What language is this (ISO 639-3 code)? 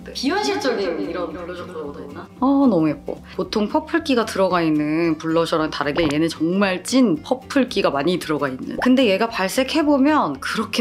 kor